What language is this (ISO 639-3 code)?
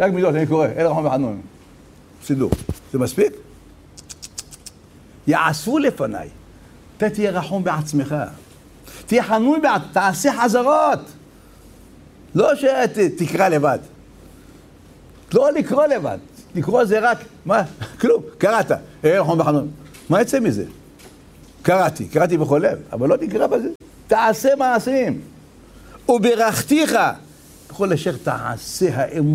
heb